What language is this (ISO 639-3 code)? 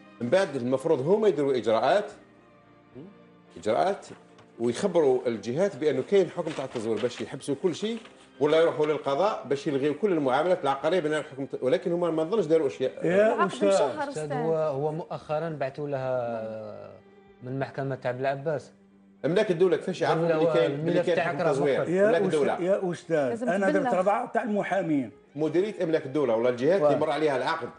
arq